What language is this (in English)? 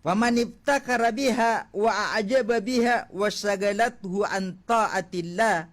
Maranao